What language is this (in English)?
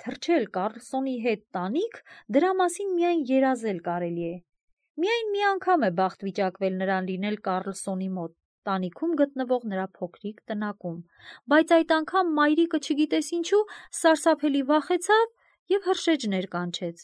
Armenian